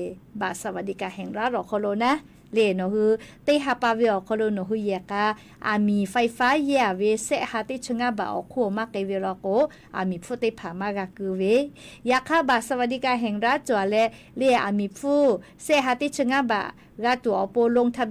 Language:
Lahu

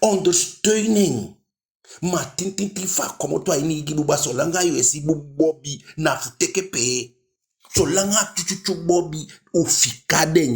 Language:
Eastern Maroon Creole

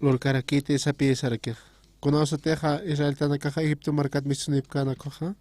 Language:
Aymara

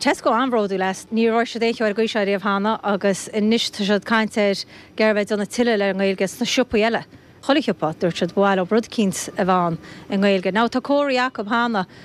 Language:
Irish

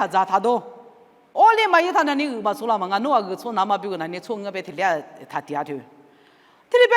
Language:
Lisu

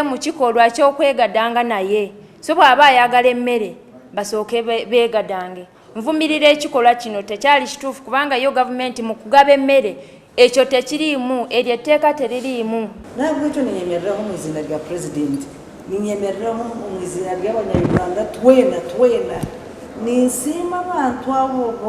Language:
Nyankole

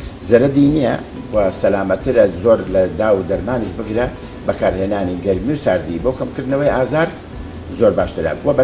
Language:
Central Kurdish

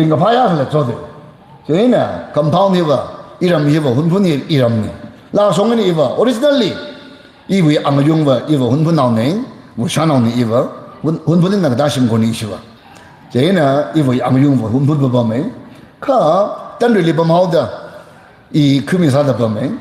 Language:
Tangkhul Naga (India)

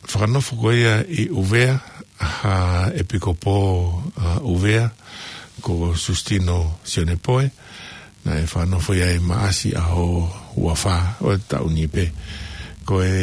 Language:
Tongan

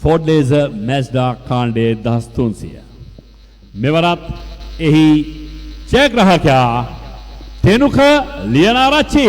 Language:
Sinhala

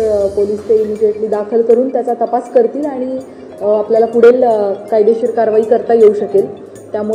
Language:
Marathi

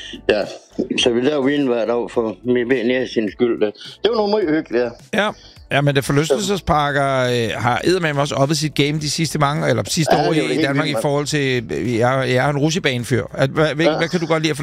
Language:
Danish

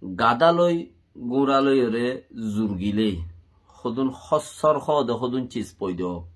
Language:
Rohingya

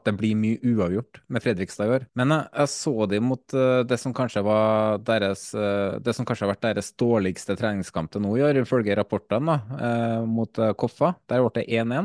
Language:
Norwegian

